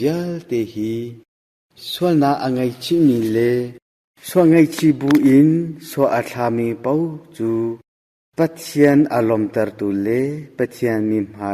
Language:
Hakha Chin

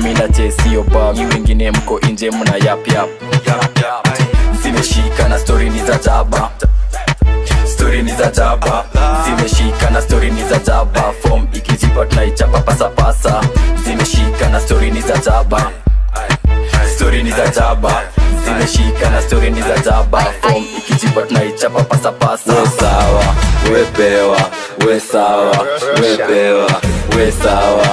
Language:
Swahili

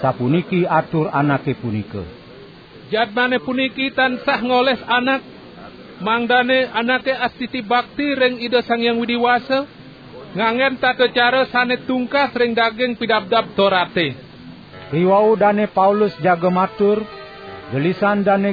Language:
Balinese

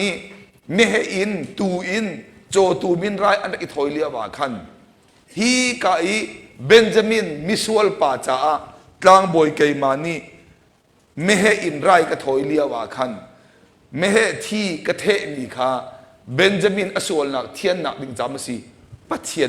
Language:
Hakha Chin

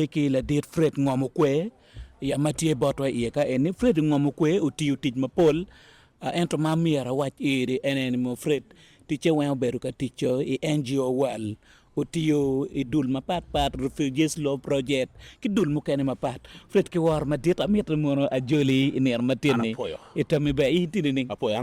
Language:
Acoli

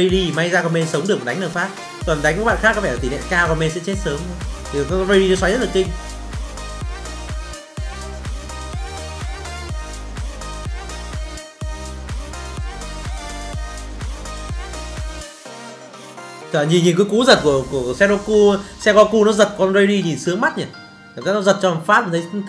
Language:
Vietnamese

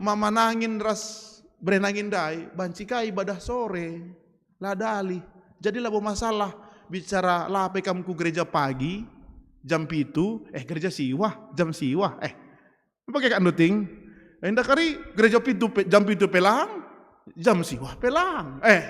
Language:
Batak Karo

